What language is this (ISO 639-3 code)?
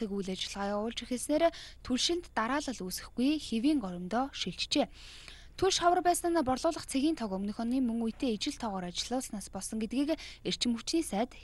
mon